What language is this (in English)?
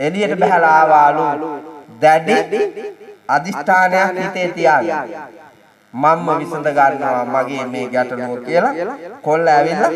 Sinhala